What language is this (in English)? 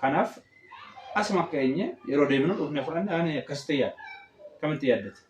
Oromo